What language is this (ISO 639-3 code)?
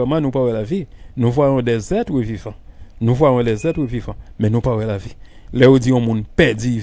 hat